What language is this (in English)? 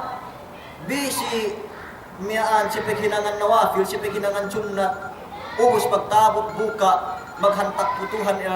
Yakan